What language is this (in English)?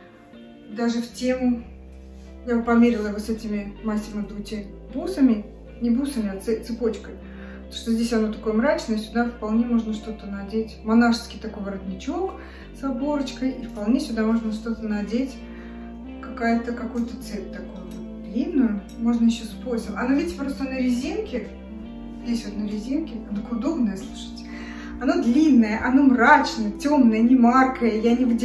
Russian